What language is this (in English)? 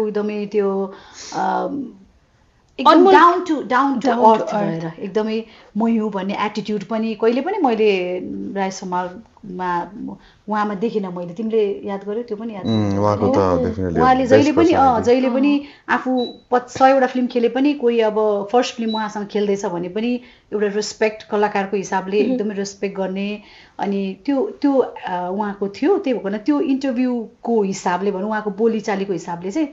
Nepali